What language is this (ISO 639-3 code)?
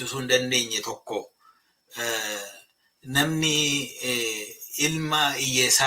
orm